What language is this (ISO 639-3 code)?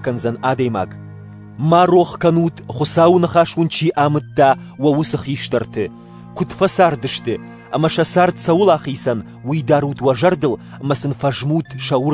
oss